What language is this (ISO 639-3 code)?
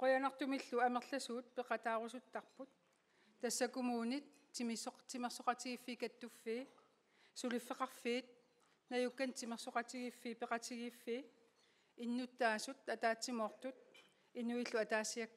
kal